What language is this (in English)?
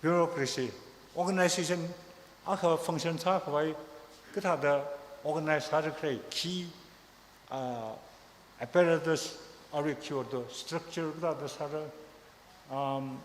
Tangkhul Naga (India)